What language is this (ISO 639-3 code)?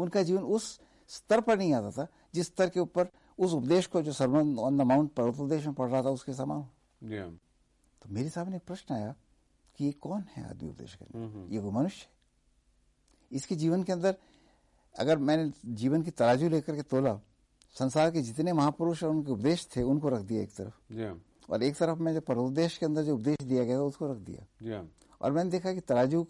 hin